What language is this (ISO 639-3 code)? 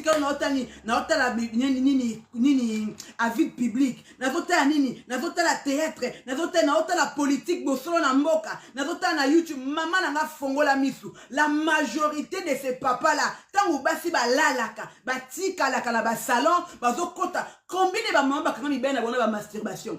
lin